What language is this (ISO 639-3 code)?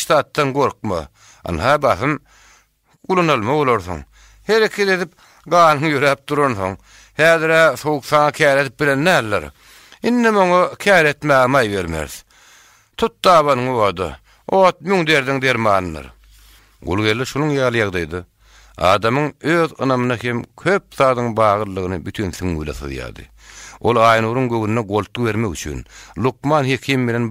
tuk